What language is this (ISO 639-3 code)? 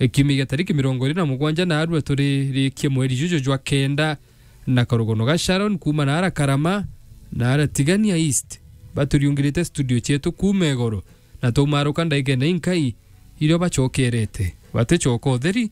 mer